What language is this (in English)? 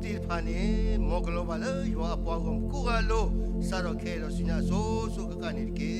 S'gaw Karen